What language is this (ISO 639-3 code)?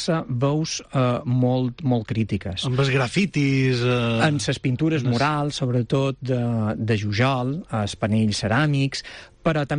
cat